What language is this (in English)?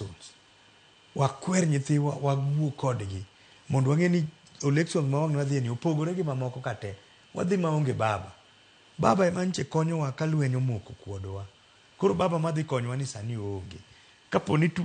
Luo (Kenya and Tanzania)